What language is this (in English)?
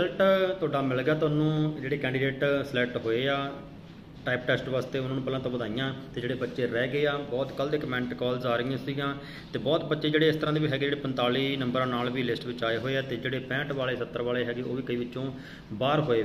Punjabi